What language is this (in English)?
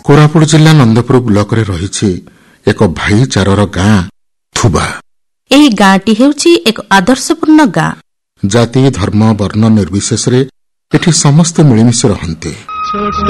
Odia